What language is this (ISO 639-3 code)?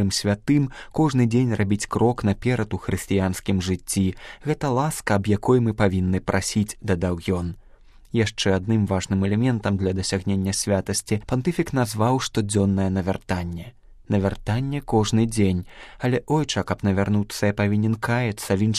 bel